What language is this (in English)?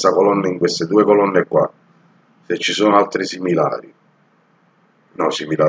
Italian